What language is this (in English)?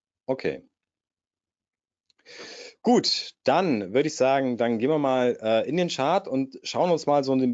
German